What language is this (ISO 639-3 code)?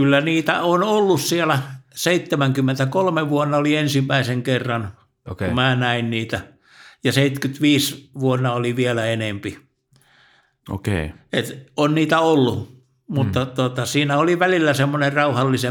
fin